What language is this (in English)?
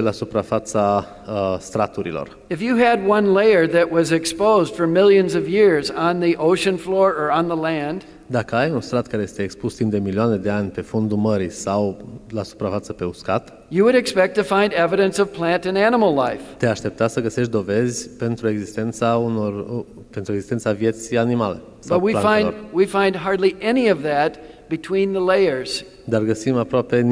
Romanian